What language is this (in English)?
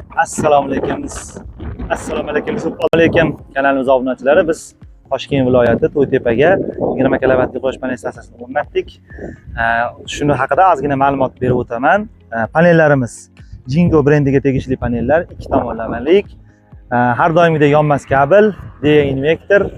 Uzbek